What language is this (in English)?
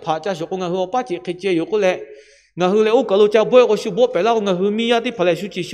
Lahu